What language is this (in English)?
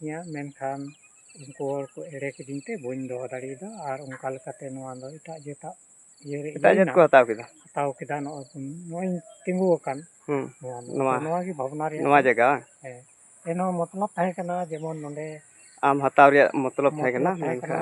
Santali